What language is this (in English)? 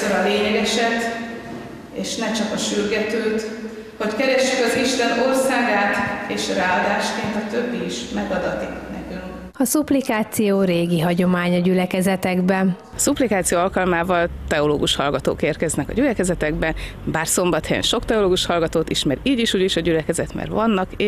Hungarian